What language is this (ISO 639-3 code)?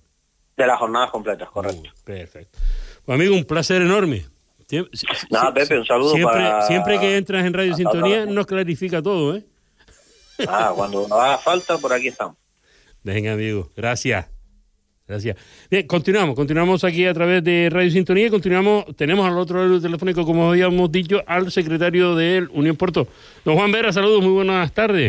spa